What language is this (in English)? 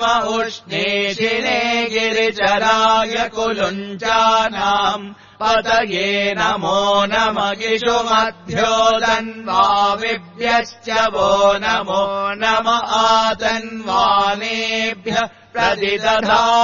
Sanskrit